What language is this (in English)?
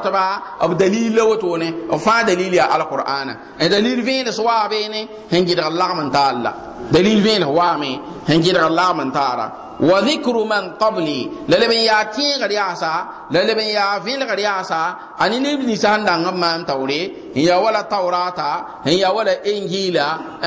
Mossi